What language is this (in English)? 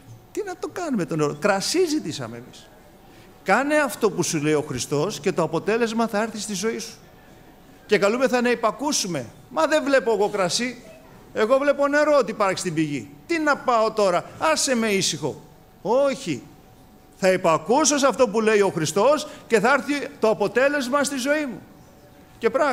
Greek